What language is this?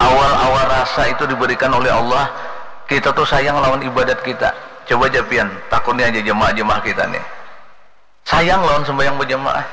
Banjar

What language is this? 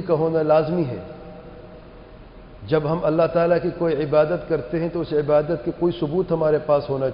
Urdu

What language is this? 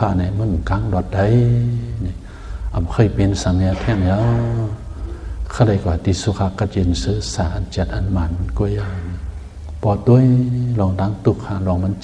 Shan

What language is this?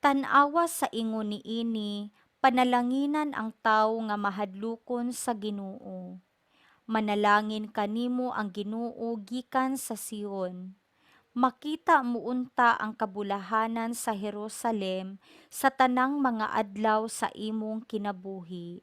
Cebuano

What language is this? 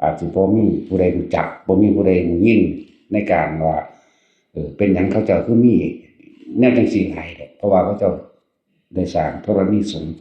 Northeastern Thai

